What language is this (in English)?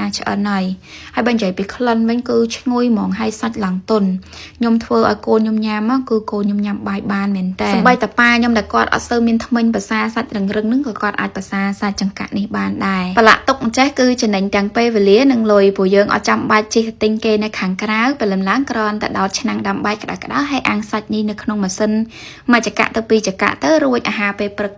Khmer